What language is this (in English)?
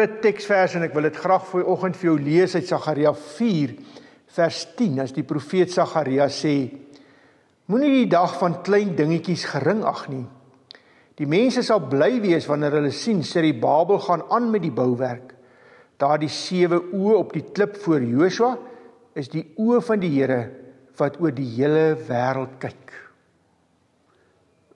Afrikaans